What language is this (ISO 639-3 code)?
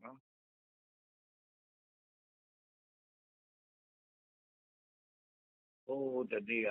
mya